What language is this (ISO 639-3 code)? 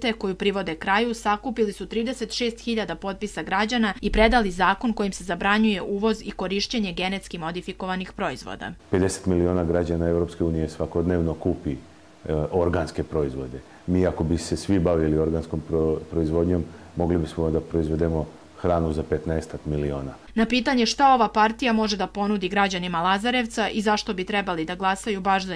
srp